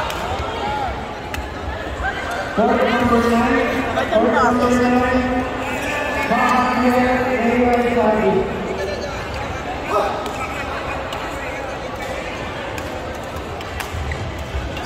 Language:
English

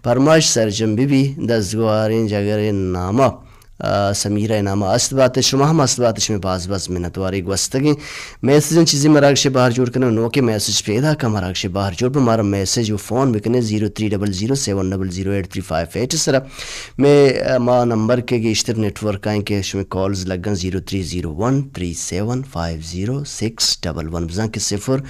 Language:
Baluchi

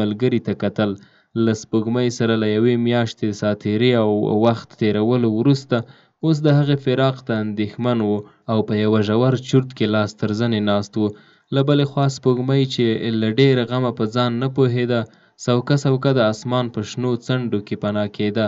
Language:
Pashto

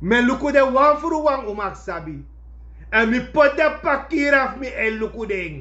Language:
Sranan Tongo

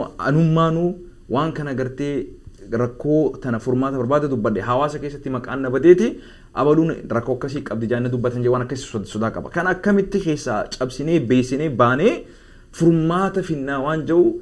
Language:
Oromo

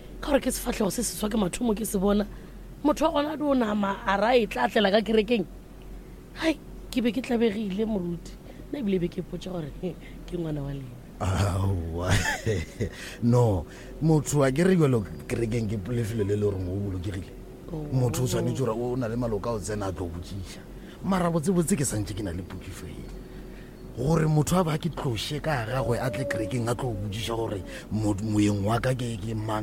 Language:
Northern Sotho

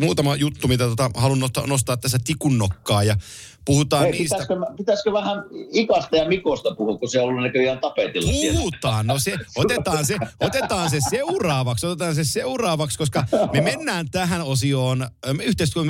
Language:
Finnish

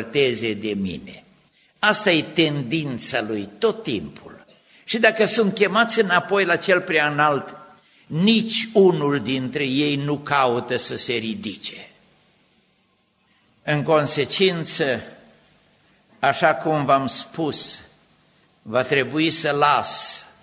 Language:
Romanian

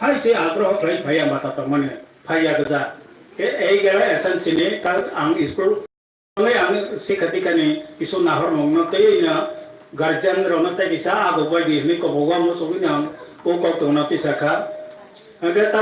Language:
Kok Borok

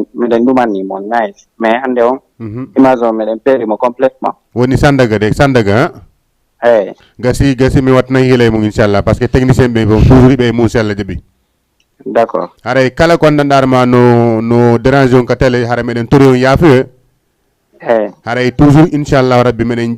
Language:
Fula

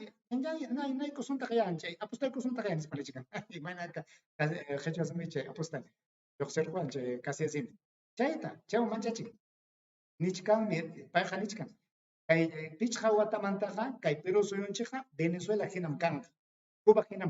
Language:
Ayacucho Quechua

